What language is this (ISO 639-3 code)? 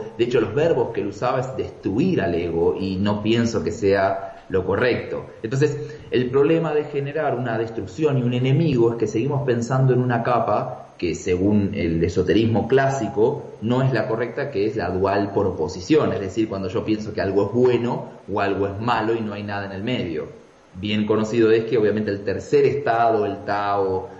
spa